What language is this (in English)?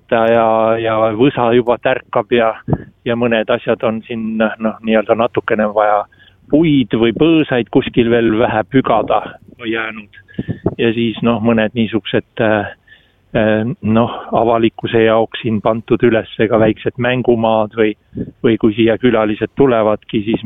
Estonian